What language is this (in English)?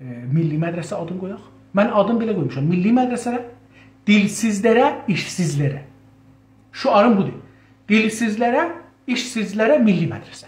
South Azerbaijani